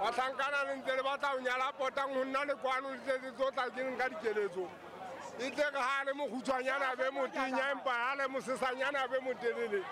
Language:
Southern Sotho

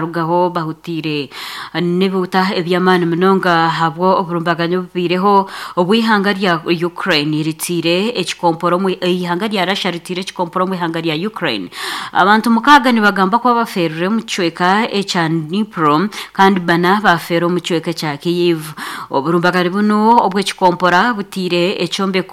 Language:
Nyankole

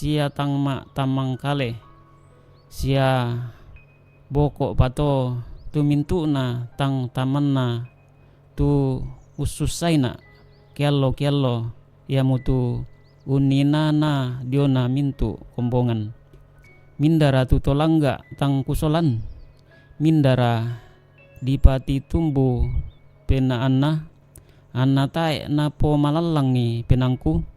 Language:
Toraja-Sa'dan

